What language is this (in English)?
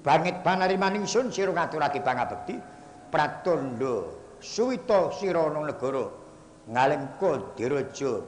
Javanese